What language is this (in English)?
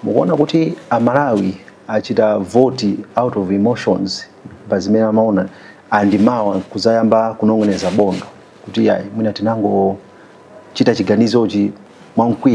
Nyanja